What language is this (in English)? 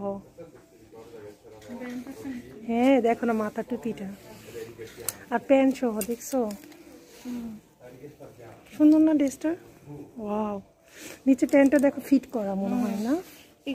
Bangla